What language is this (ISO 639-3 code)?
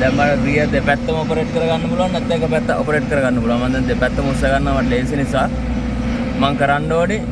sin